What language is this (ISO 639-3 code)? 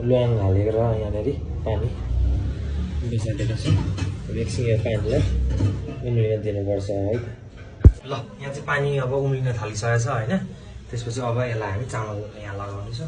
nep